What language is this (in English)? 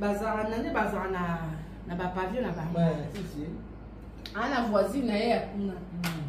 Lingala